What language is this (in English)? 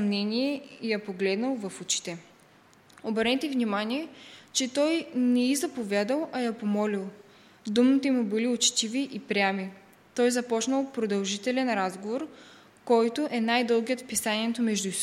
Bulgarian